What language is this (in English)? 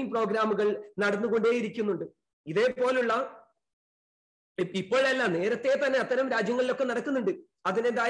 Malayalam